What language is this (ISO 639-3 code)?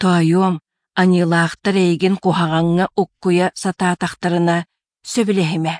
sah